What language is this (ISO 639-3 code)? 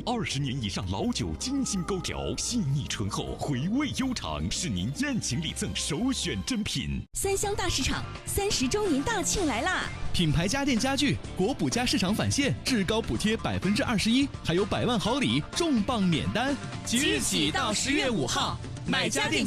zho